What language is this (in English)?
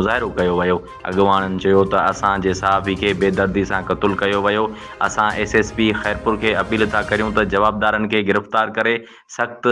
Sindhi